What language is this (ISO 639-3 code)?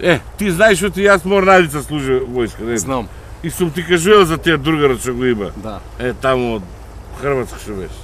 mkd